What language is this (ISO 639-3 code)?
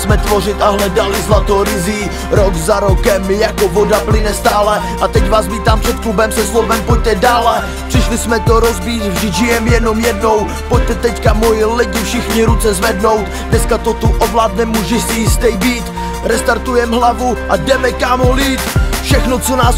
ces